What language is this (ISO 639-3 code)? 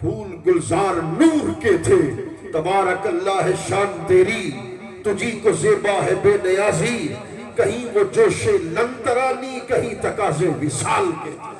skr